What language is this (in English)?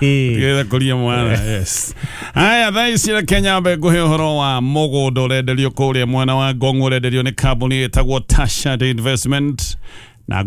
Kikuyu